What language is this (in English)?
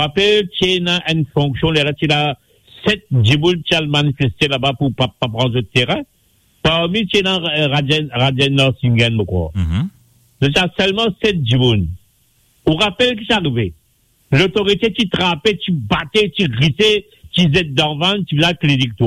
Morisyen